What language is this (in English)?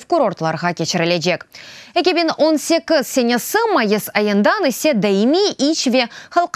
Crimean Tatar